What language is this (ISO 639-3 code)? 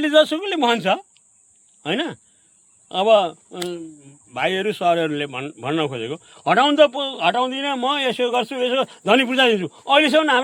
nep